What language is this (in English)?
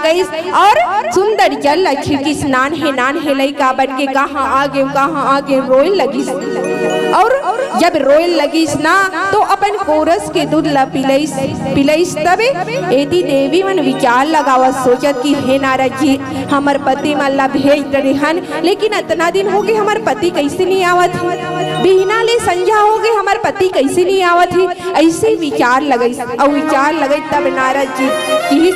Chhattisgarhi